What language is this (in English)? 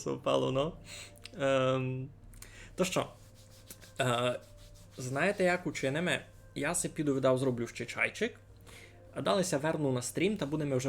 Rusyn